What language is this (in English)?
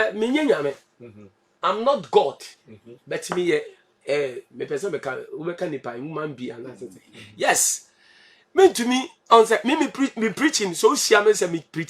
Akan